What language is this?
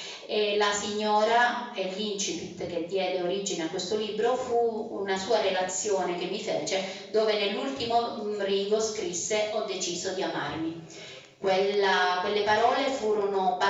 Italian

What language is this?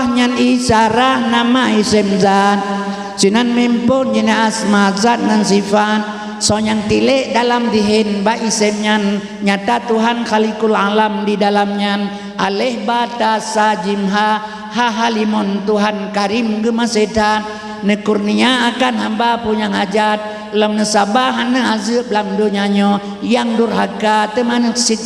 Achinese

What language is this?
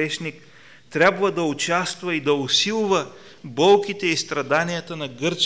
Bulgarian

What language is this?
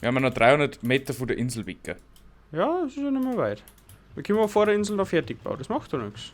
Bavarian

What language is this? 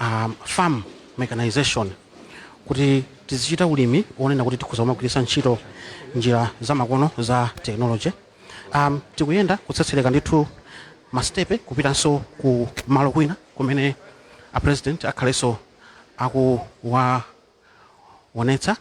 Nyanja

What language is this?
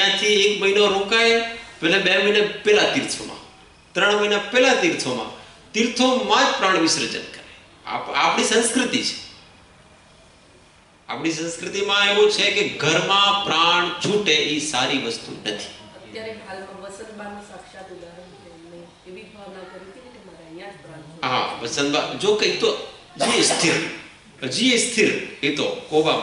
Gujarati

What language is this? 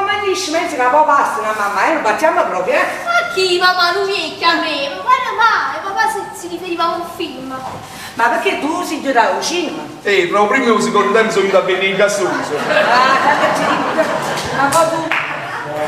Neapolitan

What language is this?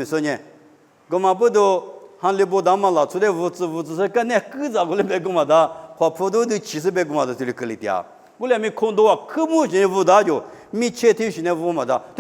Lisu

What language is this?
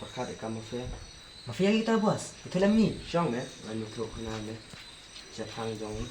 Khasi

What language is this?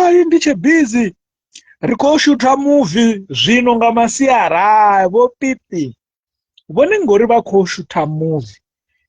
Venda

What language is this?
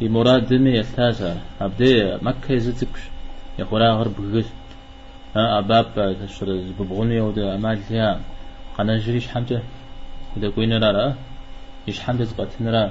Kabardian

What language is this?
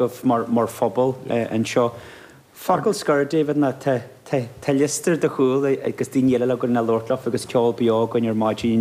Irish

